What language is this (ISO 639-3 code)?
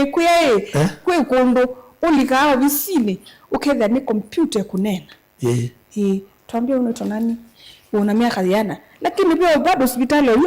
kam